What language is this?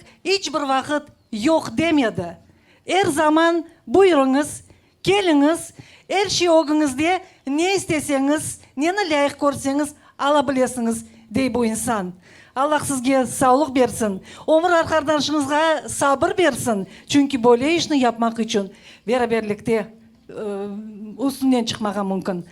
Crimean Tatar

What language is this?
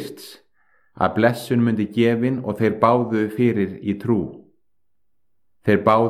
Icelandic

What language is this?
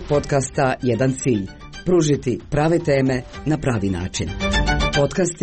Croatian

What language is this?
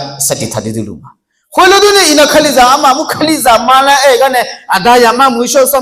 Akha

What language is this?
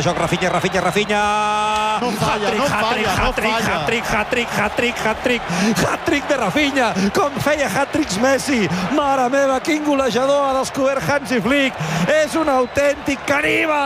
Catalan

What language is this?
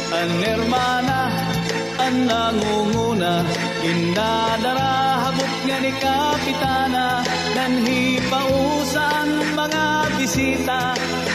Waray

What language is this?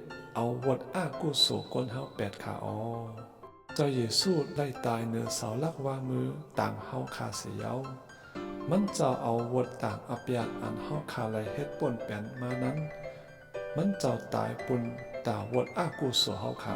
Shan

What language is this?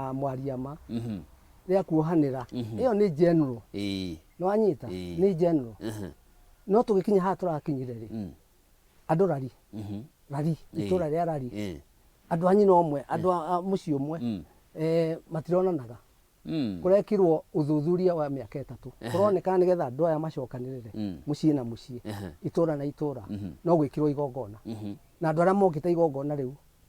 Kikuyu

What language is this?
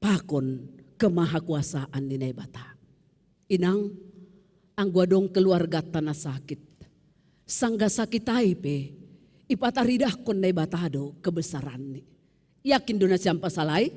Batak Simalungun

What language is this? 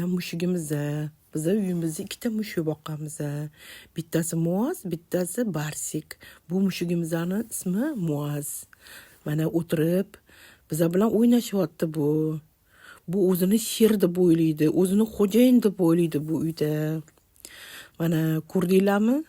Uzbek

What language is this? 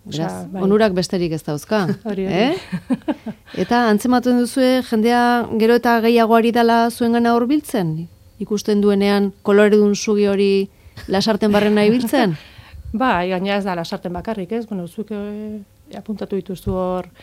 Basque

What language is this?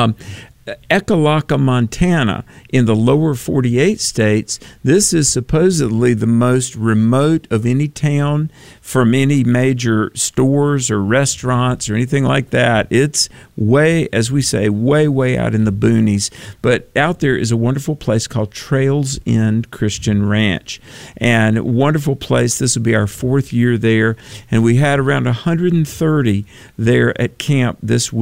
English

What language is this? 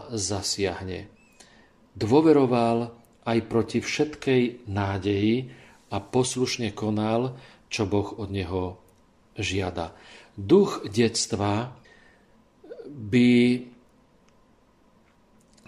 Slovak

